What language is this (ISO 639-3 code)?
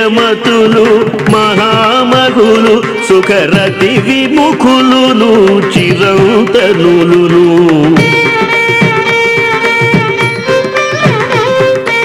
tel